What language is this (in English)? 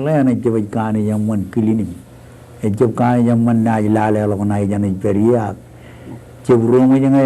Marshallese